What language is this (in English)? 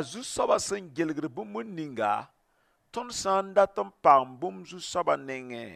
Mossi